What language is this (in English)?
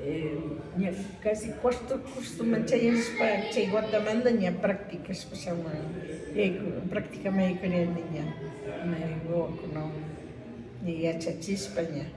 Imbabura Highland Quichua